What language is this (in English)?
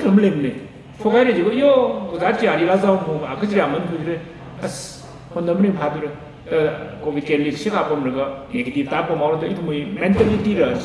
Tangkhul Naga (India)